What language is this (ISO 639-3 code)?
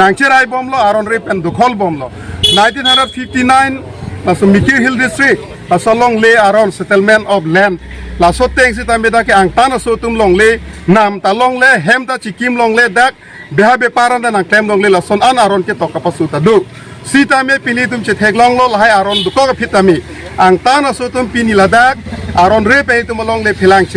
mjw